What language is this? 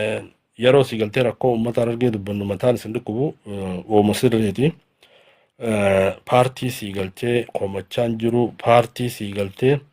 Oromo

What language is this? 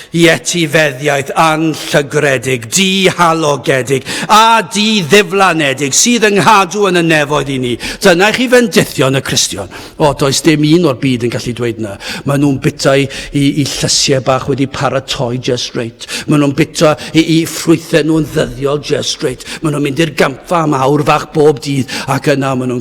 Welsh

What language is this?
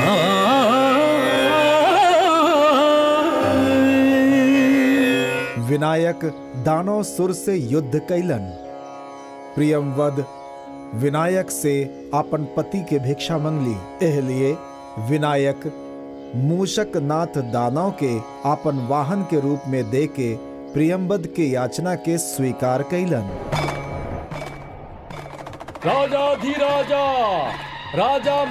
Bhojpuri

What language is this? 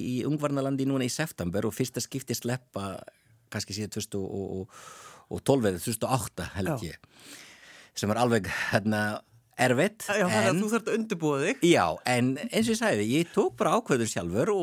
Icelandic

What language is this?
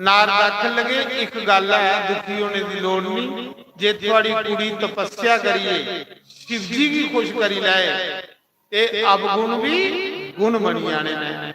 Dogri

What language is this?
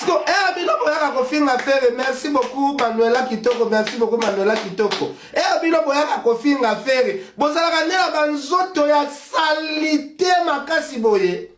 Lingala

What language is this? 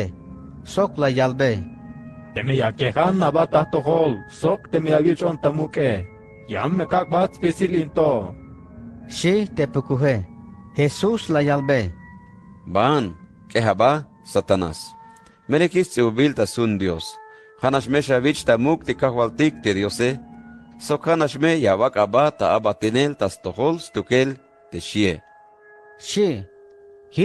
Tzeltal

